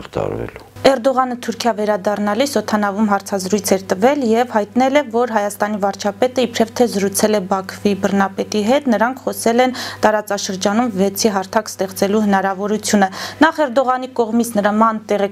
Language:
Armenian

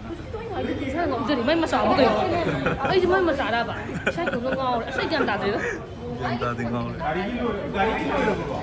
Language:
Manipuri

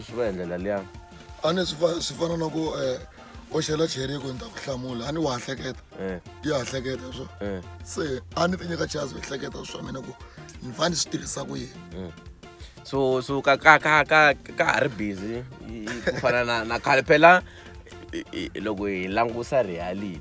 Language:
Tsonga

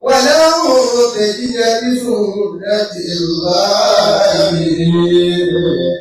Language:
Yoruba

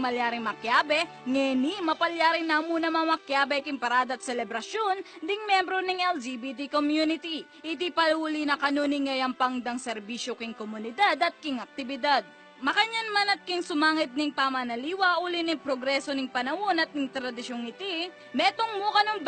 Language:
Pampanga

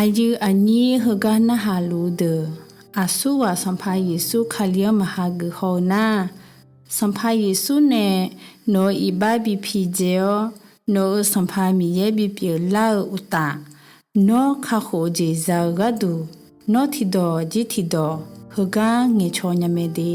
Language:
Akha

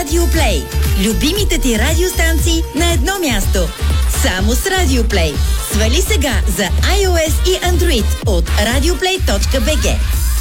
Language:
Bulgarian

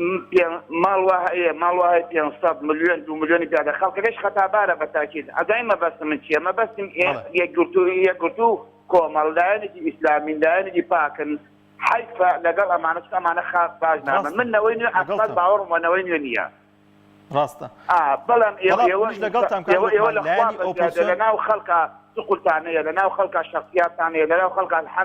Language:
Central Kurdish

